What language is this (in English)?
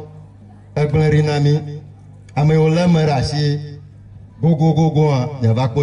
Ewe